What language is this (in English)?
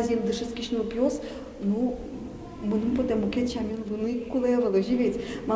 Udmurt